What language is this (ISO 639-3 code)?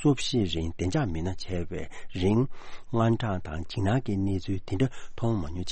bod